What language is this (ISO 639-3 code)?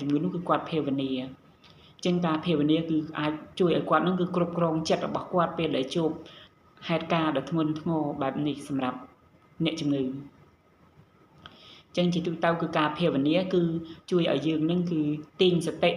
khm